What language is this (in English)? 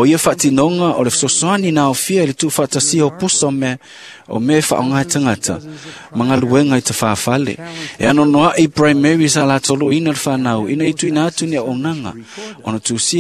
Samoan